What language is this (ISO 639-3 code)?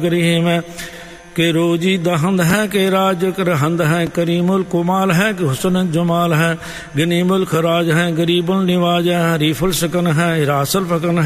pan